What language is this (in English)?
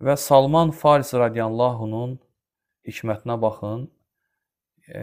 Azerbaijani